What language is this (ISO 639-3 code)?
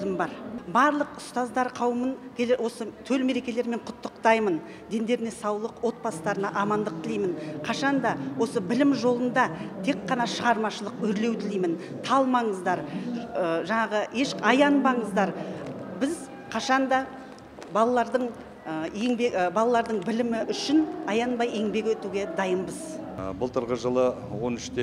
kaz